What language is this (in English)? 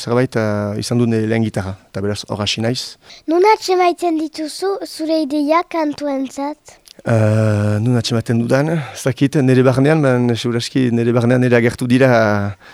Basque